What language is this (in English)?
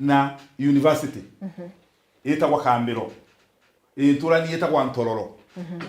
Meru